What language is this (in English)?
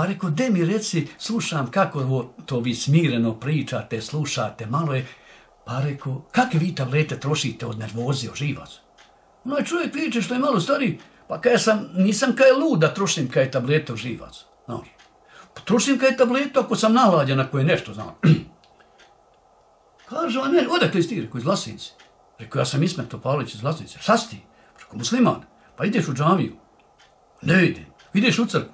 Bosnian